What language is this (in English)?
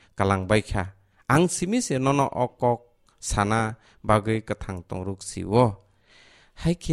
Kok Borok